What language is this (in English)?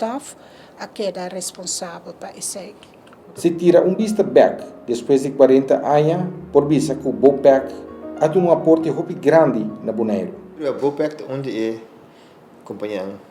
Papiamento